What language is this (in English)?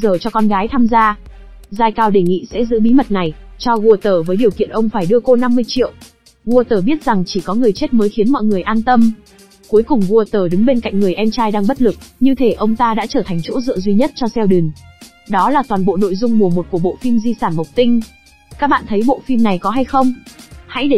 Vietnamese